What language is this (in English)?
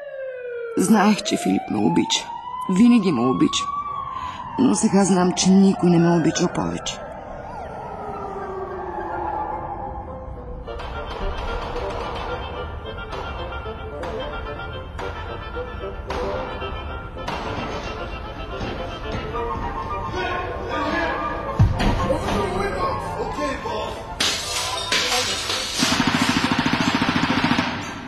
Bulgarian